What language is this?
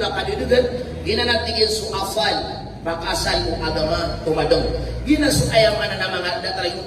Maranao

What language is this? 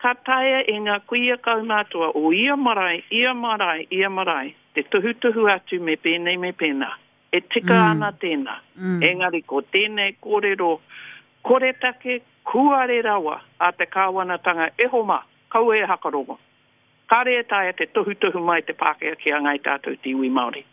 Māori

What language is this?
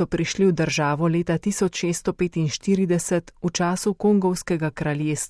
Slovenian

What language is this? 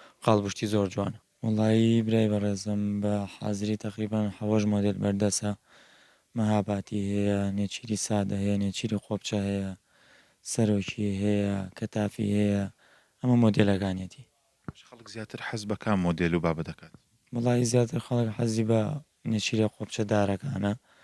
Central Kurdish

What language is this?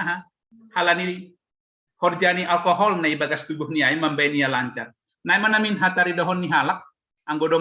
Batak Simalungun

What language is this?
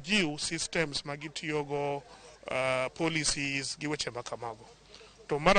Luo (Kenya and Tanzania)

